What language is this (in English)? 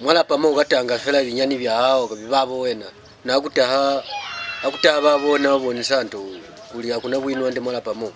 Lozi